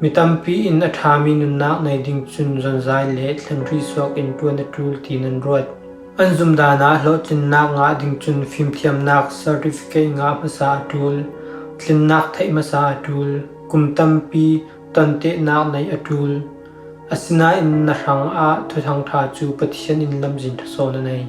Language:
Falam Chin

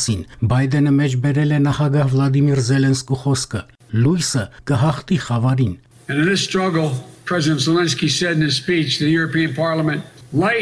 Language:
Armenian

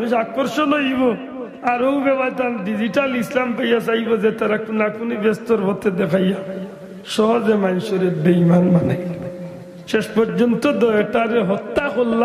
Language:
Sylheti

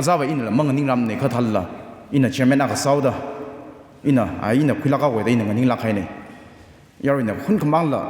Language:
Tangkhul Naga (India)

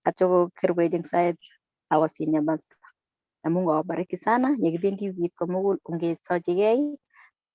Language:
Kalenjin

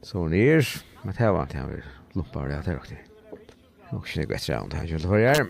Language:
Faroese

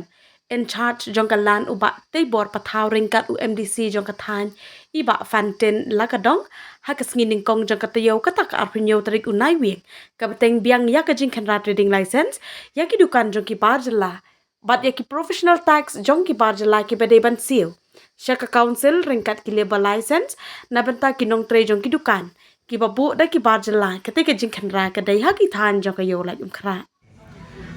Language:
Khasi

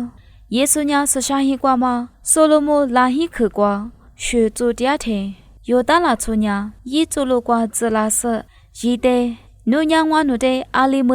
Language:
Lisu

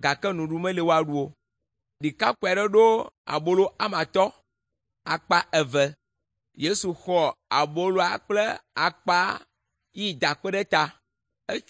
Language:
Ewe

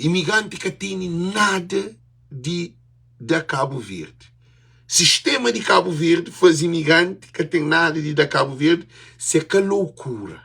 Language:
Kabuverdianu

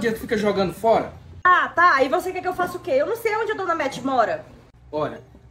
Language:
Portuguese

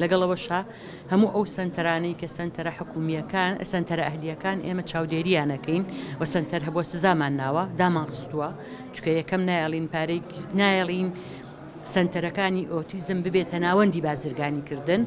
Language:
Central Kurdish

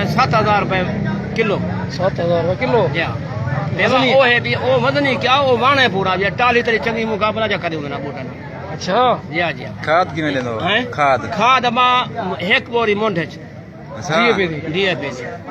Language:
Saraiki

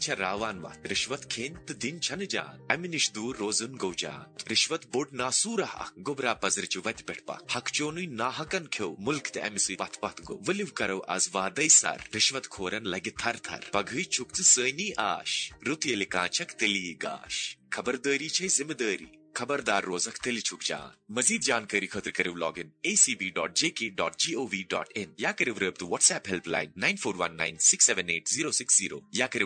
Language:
Kashmiri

